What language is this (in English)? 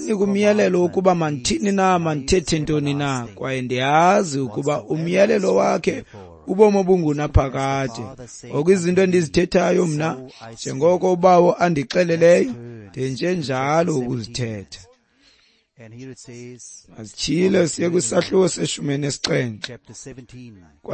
Xhosa